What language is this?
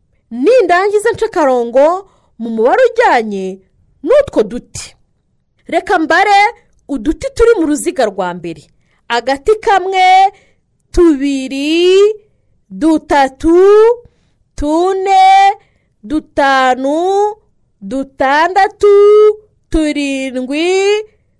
Kinyarwanda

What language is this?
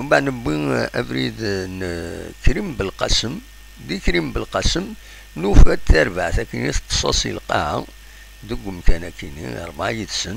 Kabyle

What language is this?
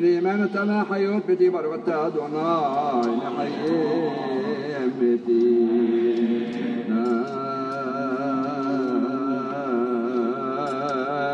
Hebrew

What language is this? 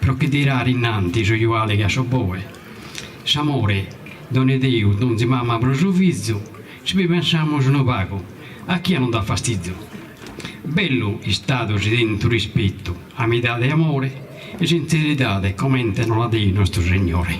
Sardinian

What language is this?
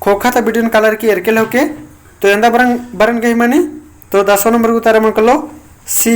Kurukh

